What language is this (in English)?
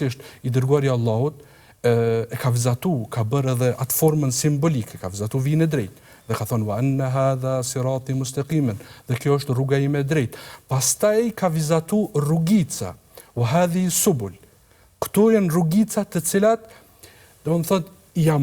Albanian